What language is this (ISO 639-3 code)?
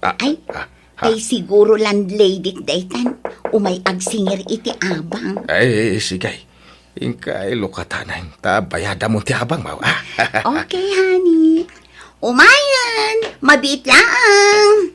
ilo